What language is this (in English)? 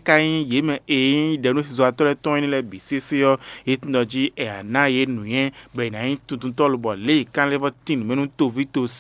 Fon